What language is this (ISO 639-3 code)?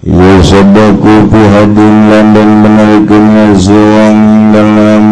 sun